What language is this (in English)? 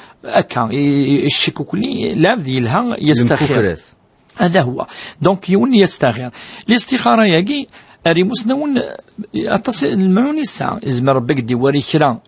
Kabyle